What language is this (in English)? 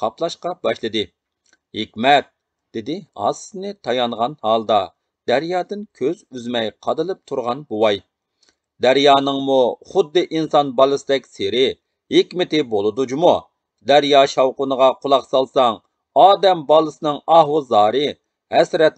Uyghur